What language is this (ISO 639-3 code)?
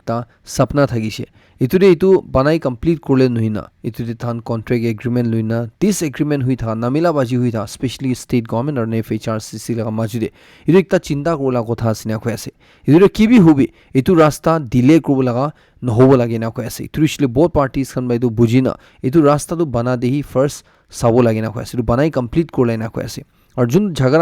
nag